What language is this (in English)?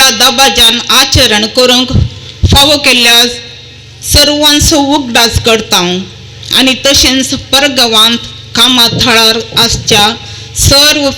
Konkani